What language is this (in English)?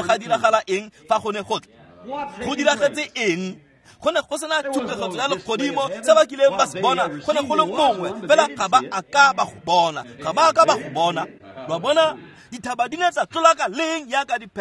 Tswana